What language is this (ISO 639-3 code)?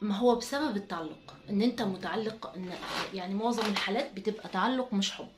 arz